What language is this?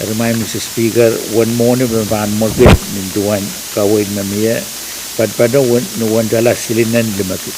Pohnpeian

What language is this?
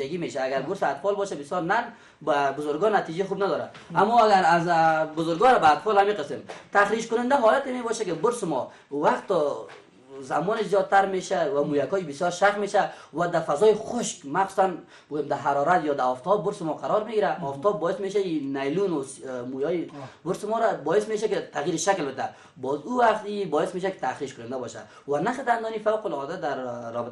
Persian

